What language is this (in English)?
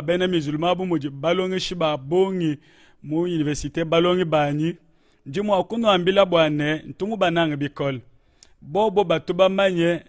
Luba-Lulua